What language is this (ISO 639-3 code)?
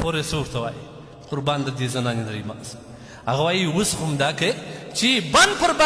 pus